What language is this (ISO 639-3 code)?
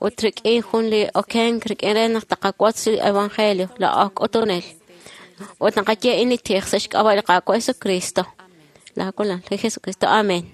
kek